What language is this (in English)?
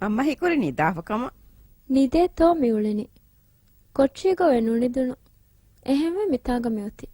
Divehi